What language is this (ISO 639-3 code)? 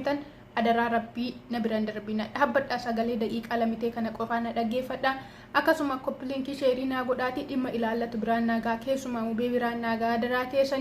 orm